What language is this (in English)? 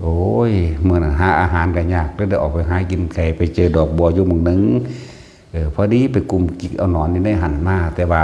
Northeastern Thai